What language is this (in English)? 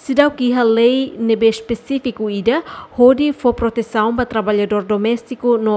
Tetum